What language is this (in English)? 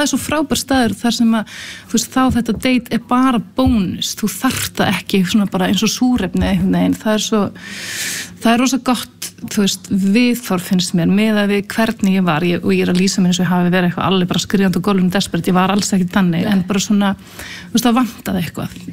Icelandic